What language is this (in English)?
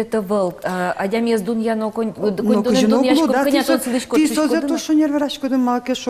Udmurt